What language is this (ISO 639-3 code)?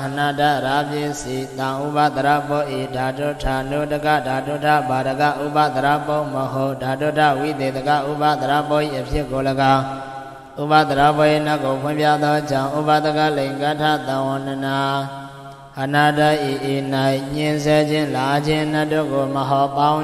mya